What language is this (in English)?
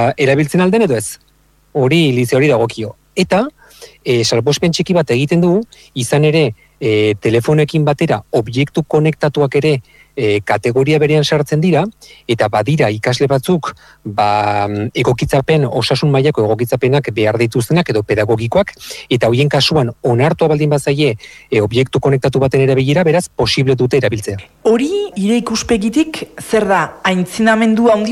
Basque